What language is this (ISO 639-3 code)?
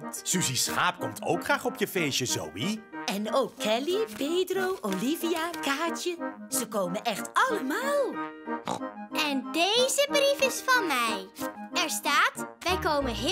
nld